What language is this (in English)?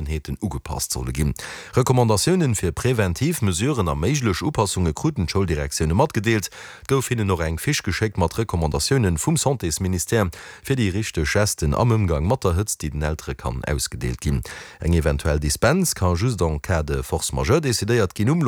Luxembourgish